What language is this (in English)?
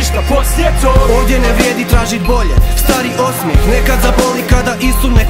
Croatian